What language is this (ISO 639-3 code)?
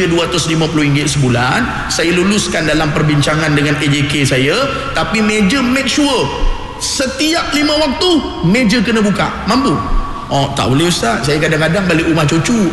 msa